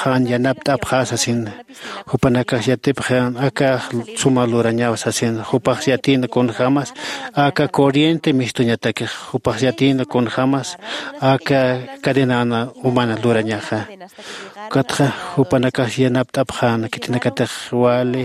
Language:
Aymara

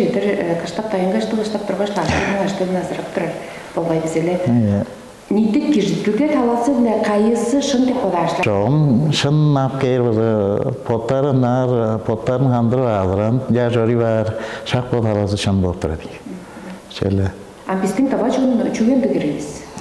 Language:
Tuvinian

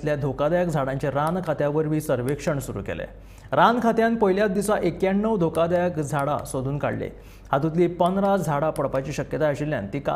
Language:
Konkani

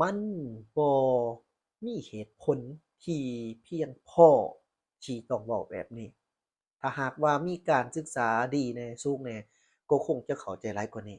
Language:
Lao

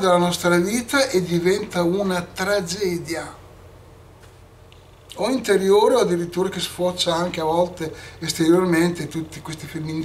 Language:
Italian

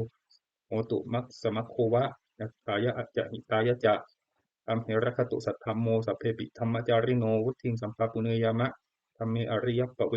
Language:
Pali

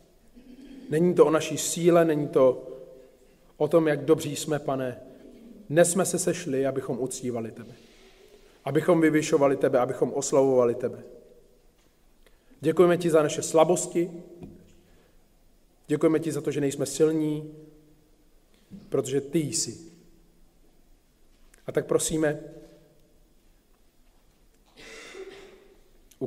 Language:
Czech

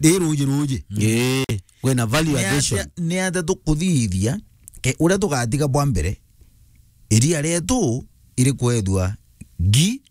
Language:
Meru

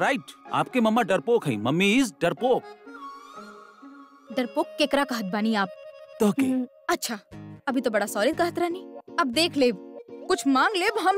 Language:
Bhojpuri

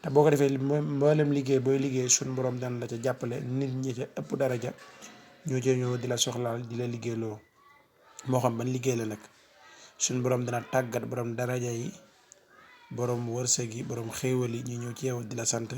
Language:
Wolof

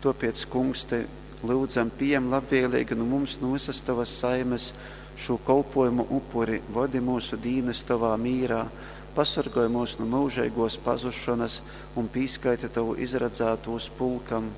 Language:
Latgalian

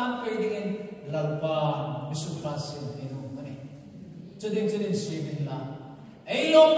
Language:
Hmar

